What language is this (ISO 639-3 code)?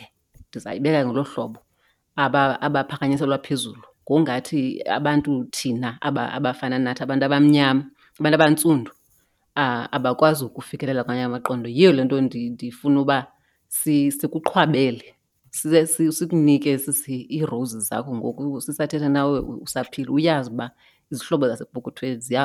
xho